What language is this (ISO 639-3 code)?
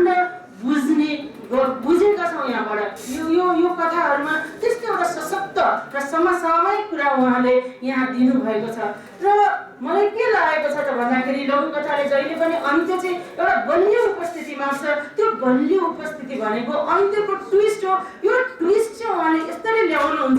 nep